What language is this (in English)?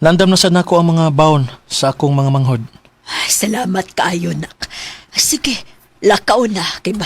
Cebuano